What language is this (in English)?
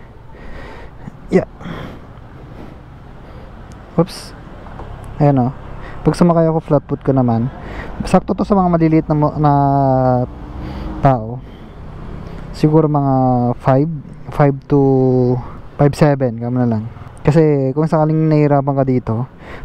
Filipino